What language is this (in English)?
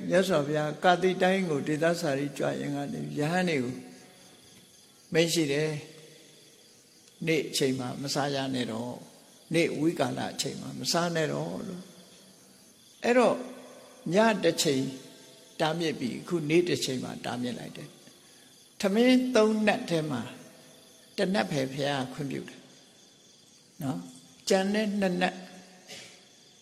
Burmese